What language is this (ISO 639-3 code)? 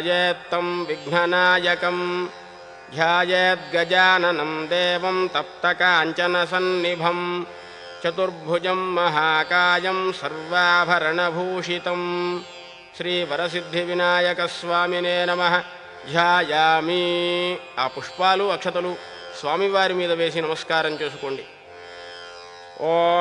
tel